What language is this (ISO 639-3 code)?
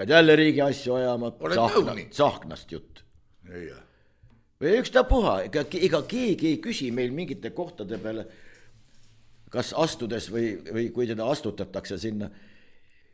est